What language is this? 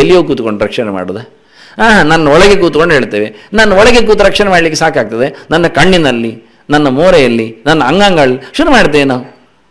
Kannada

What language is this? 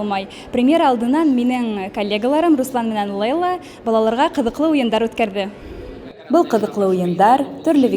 Bashkir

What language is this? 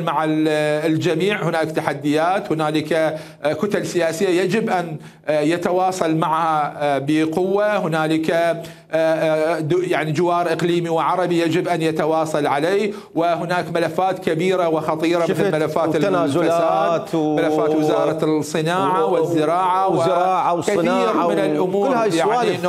Mesopotamian Arabic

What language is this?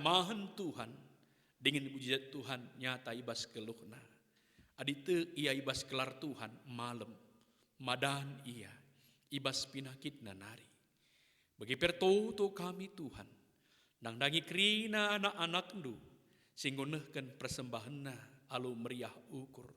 Batak Karo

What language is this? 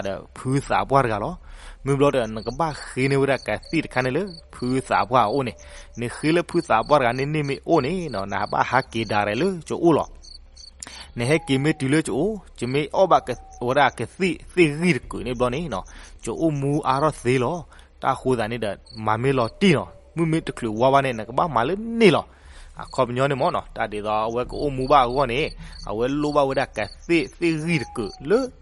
S'gaw Karen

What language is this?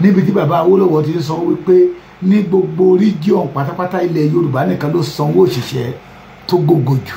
Yoruba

